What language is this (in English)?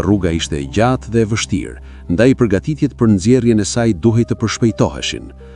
Albanian